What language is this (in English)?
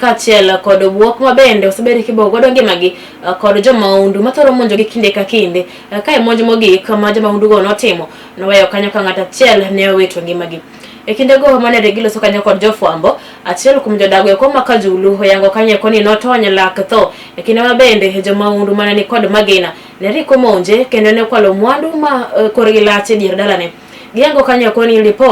Luo (Kenya and Tanzania)